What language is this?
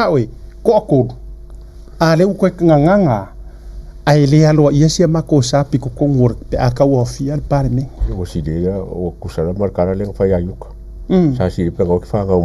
Samoan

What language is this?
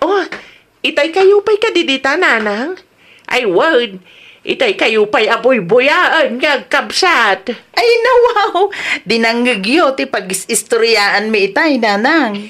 Iloko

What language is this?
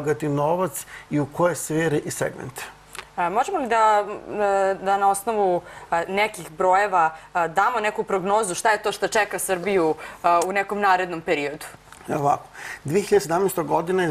Serbian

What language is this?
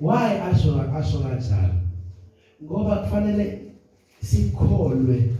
Zulu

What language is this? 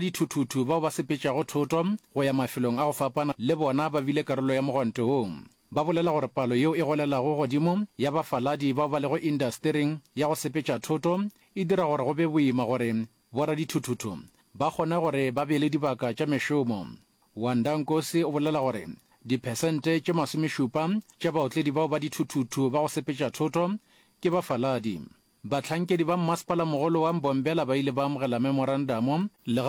Northern Sotho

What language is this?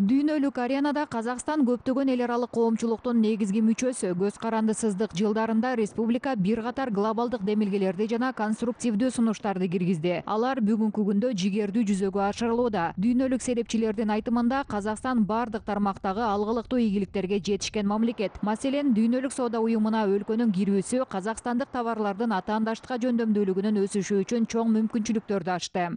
Kyrgyz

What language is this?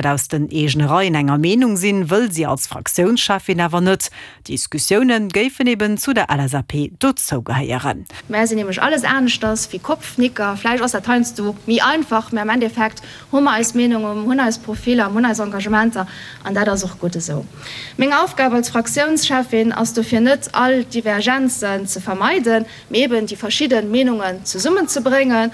Luxembourgish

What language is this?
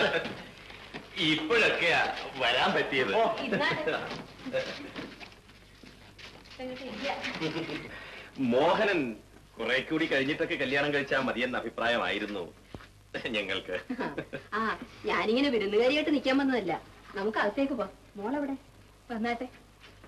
Malayalam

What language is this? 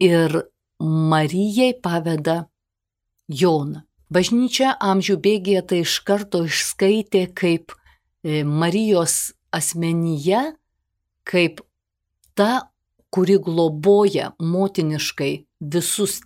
Lithuanian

